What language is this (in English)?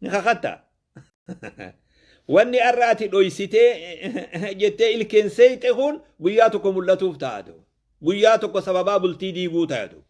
Oromo